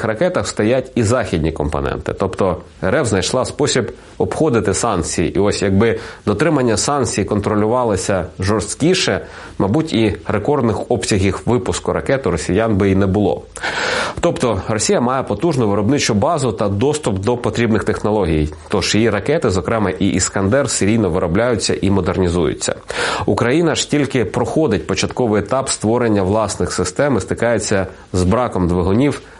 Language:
Ukrainian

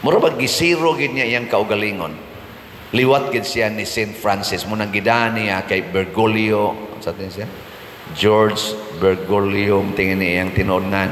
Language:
Cebuano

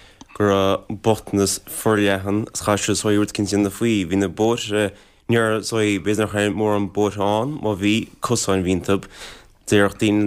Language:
Irish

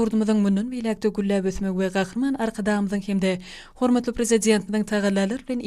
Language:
Turkmen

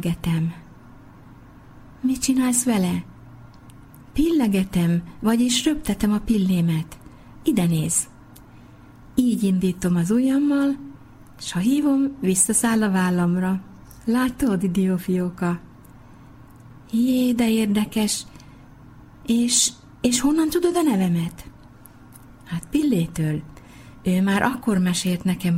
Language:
Hungarian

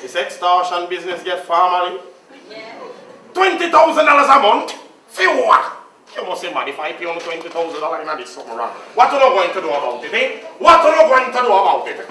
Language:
Jamaican Creole English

